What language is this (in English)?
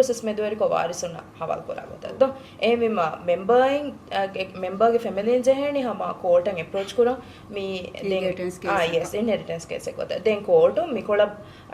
Divehi